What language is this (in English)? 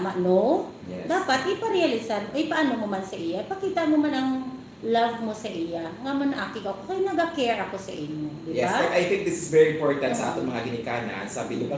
Hiligaynon